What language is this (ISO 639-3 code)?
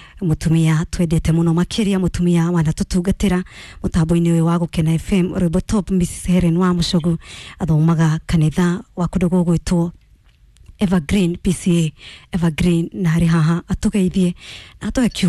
kik